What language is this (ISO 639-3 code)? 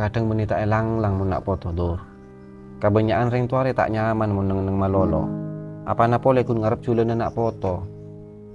mad